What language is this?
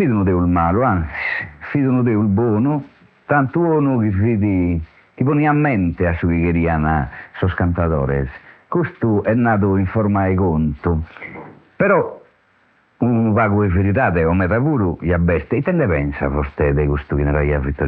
Sardinian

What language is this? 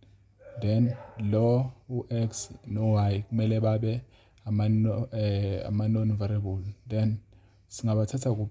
Zulu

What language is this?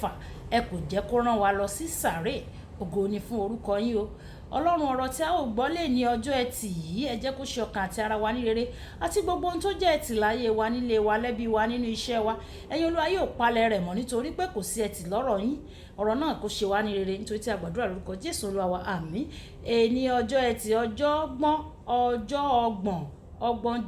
Yoruba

